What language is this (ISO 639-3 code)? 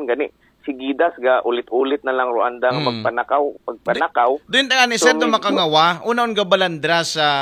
akl